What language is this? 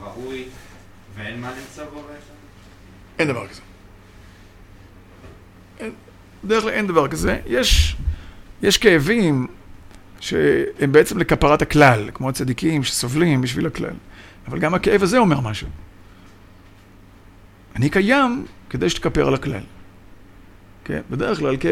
Hebrew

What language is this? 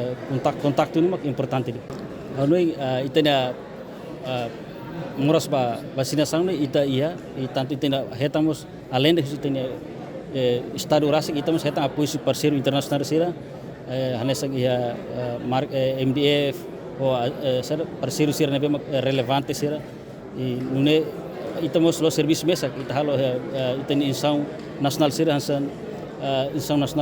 Tetum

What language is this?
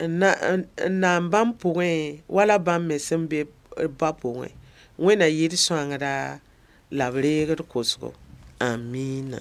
Mossi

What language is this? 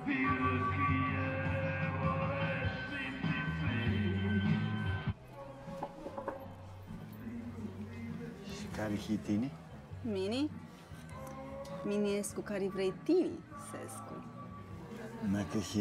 Aromanian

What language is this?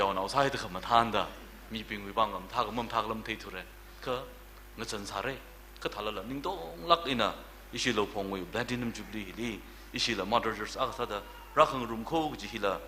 Tangkhul Naga (India)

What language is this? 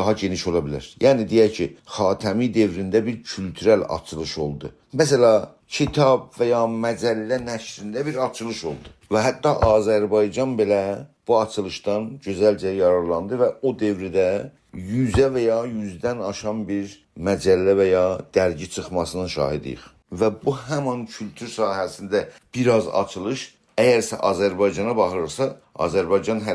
South Azerbaijani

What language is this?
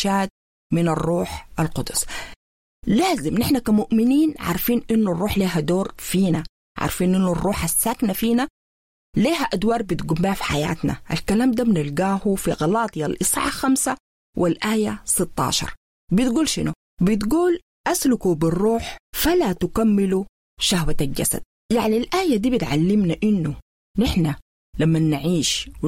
Sudanese Arabic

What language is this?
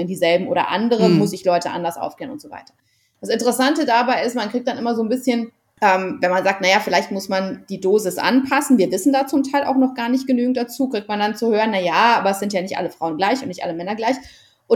German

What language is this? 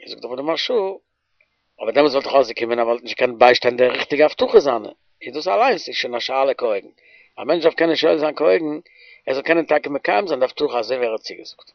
Yiddish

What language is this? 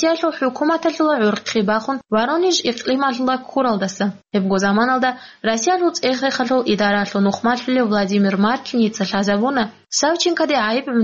Avaric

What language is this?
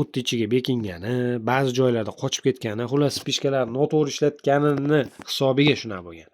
Uzbek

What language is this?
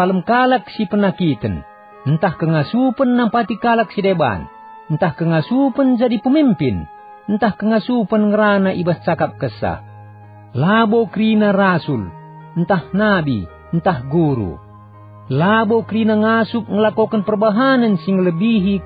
Batak Karo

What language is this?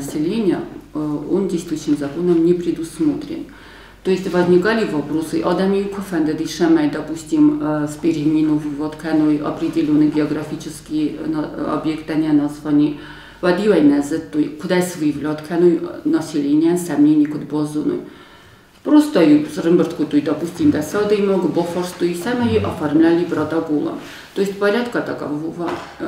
Ossetic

